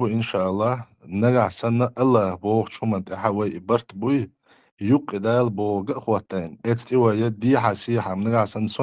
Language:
Chechen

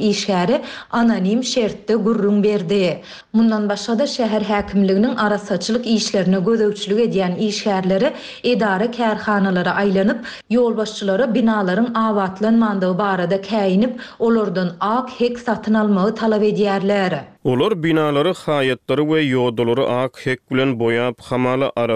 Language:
Turkmen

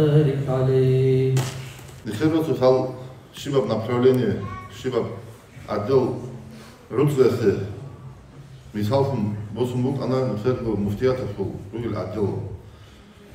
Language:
Avaric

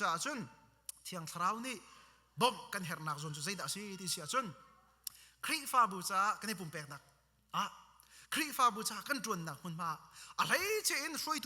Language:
Hakha Chin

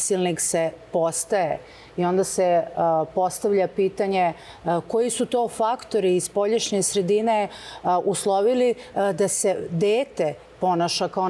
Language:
Serbian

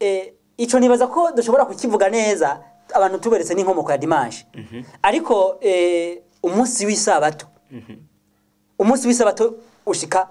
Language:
Rundi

